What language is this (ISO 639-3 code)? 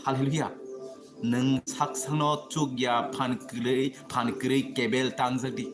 trp